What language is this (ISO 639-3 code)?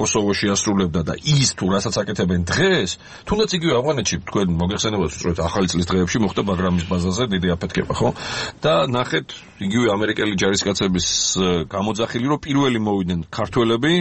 kat